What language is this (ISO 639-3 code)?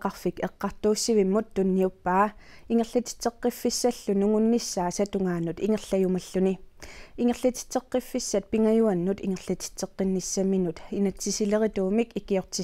kal